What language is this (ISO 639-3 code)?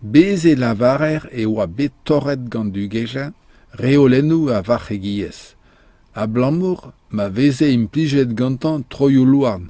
bre